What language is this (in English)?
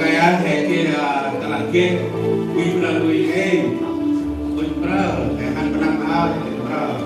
Central Mnong